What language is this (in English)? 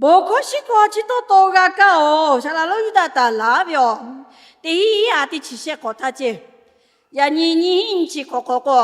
Lahu